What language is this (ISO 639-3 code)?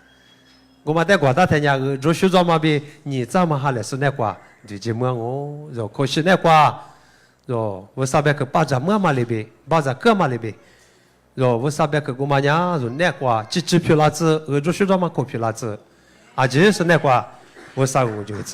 lis